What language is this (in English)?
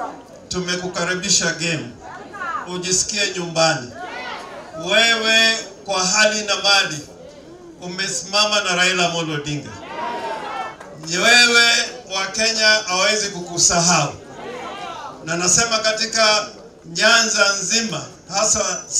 Swahili